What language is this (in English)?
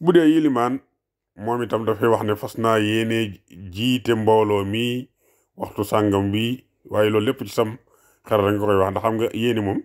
Wolof